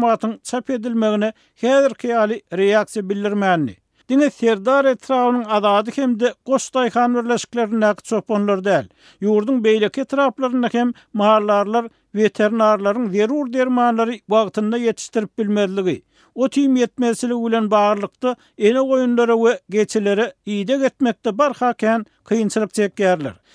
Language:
Turkmen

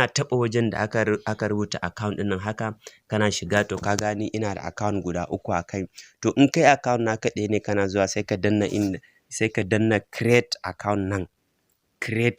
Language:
Hausa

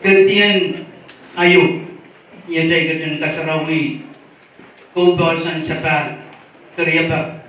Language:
Pohnpeian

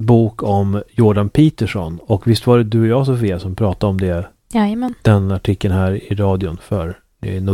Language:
Swedish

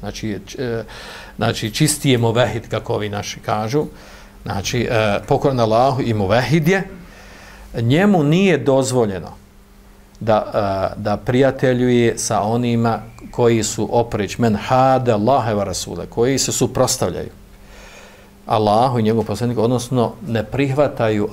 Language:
Bosnian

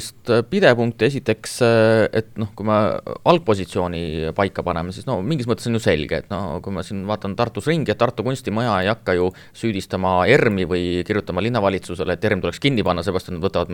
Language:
Estonian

